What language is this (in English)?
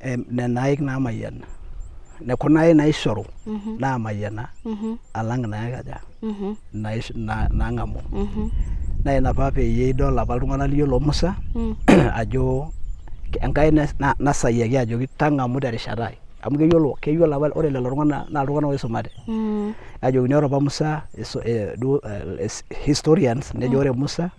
Masai